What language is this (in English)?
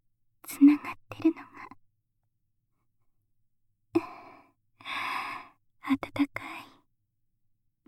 Japanese